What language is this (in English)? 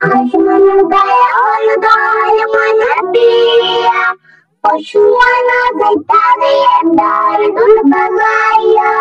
Sylheti